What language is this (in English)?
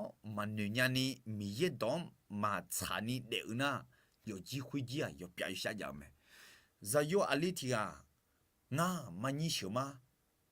Akha